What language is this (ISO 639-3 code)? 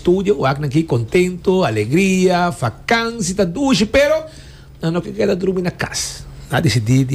pap